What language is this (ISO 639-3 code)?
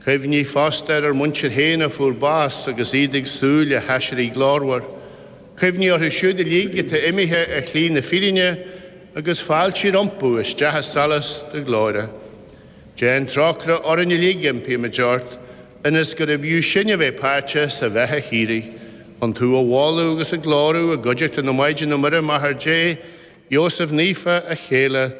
gle